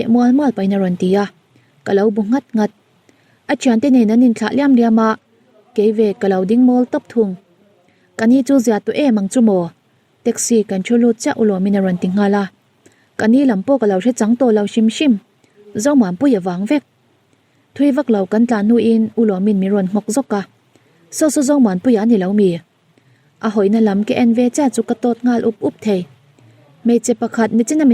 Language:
Mizo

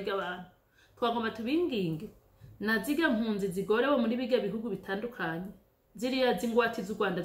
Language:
Rundi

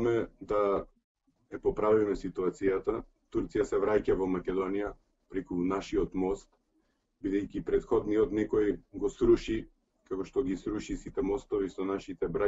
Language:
Macedonian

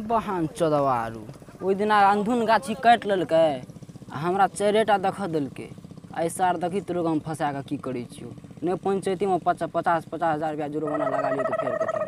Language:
Maithili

